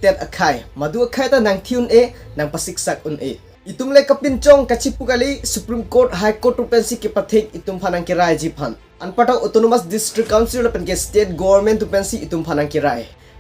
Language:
Karbi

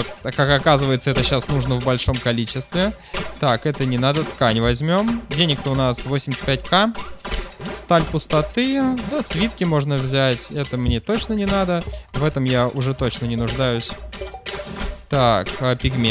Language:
Russian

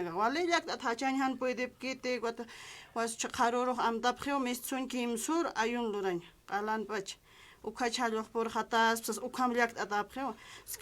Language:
Aymara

